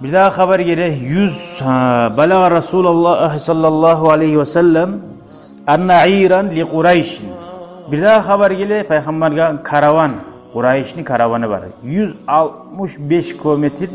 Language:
Kumyk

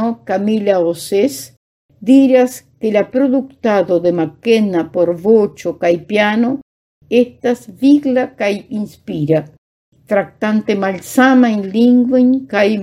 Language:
Esperanto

